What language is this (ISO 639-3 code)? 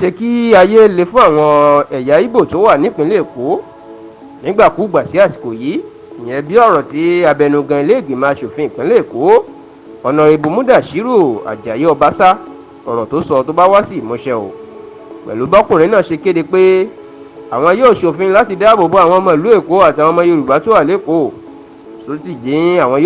yor